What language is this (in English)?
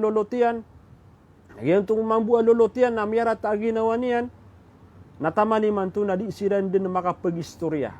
Maranao